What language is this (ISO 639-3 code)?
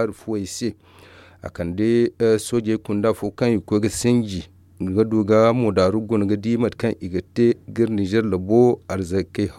dje